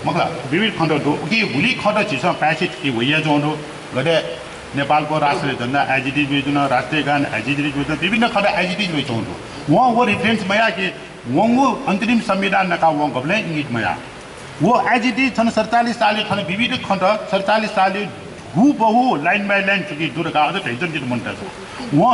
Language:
Newari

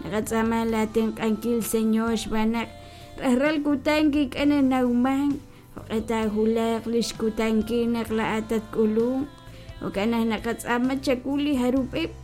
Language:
Kekchí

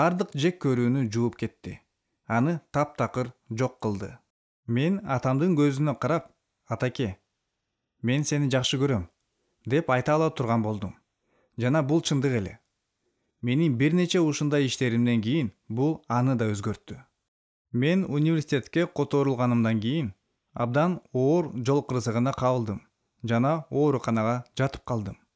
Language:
Kyrgyz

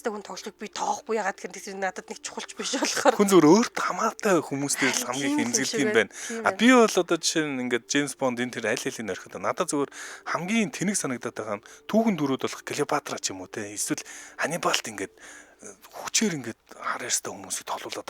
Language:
Mongolian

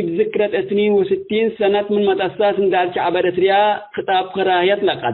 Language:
Tigre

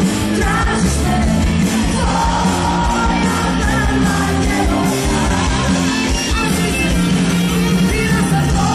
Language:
Croatian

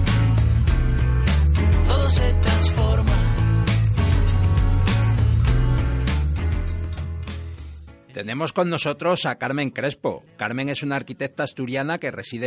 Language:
Spanish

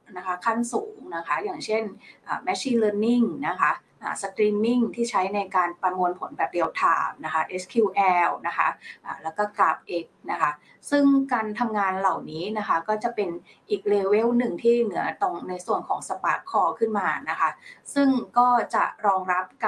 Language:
Thai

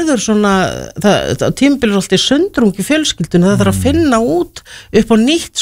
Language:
Icelandic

